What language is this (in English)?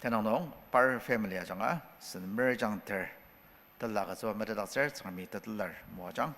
Ao Naga